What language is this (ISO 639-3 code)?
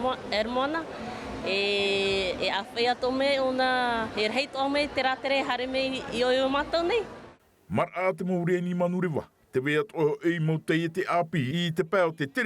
tah